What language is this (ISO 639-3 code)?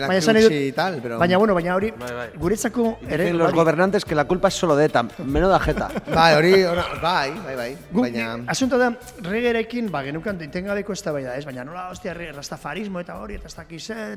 eus